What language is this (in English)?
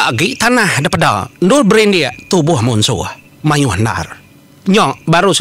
Iban